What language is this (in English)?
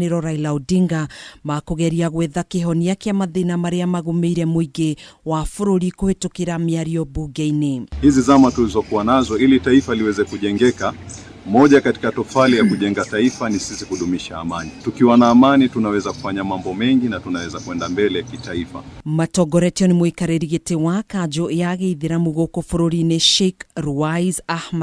Kikuyu